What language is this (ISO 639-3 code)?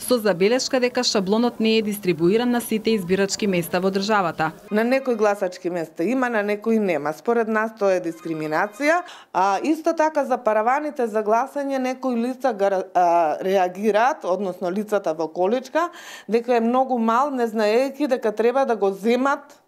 mkd